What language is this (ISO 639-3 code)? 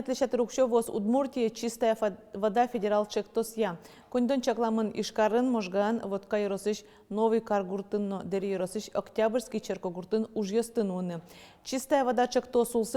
udm